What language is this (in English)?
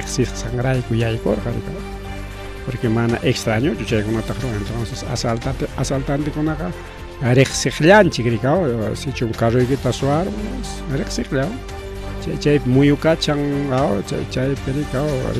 Ayacucho Quechua